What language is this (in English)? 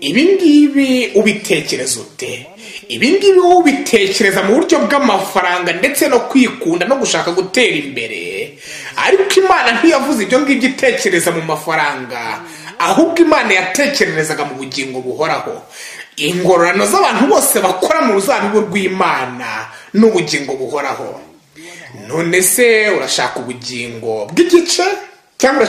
Kinyarwanda